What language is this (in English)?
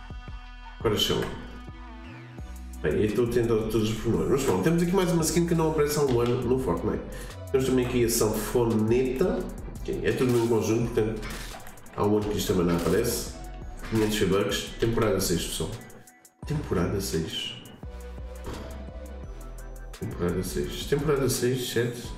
Portuguese